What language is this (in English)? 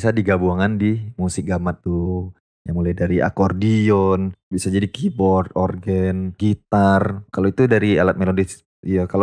Minangkabau